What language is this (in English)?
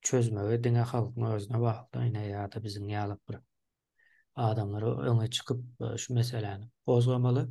Turkmen